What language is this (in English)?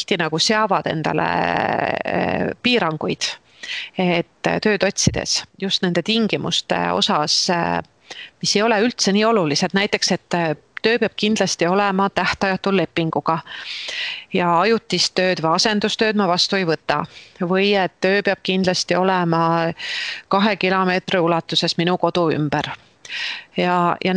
Estonian